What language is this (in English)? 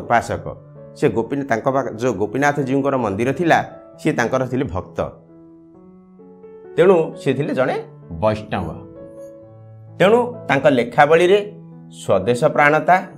Odia